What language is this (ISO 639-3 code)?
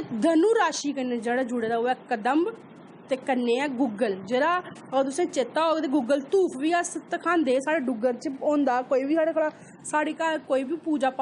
doi